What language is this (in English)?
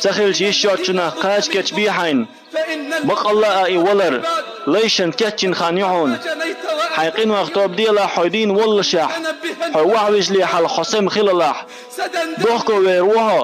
Chechen